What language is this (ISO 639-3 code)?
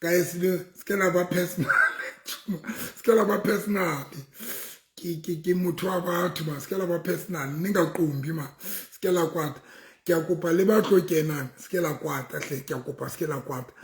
sot